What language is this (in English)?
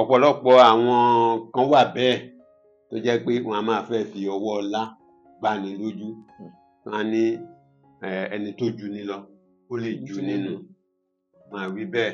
Yoruba